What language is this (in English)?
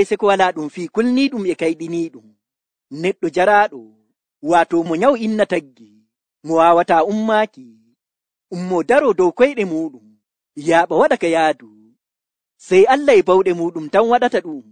Nigerian Fulfulde